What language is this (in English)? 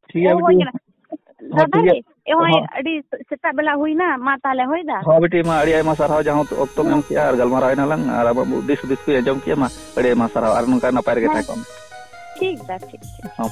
Santali